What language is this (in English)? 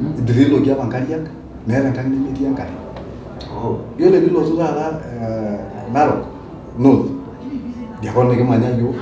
Masai